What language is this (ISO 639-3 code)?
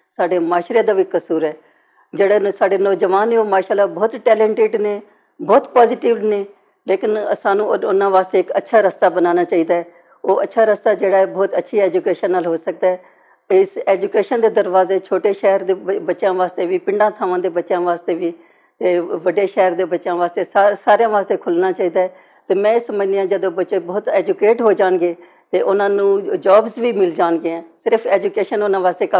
lah